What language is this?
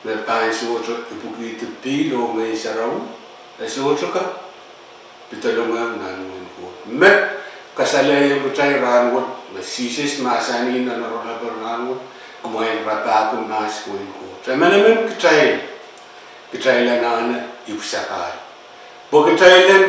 Pohnpeian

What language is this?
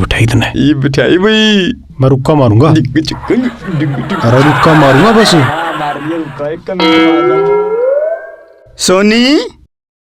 Haryanvi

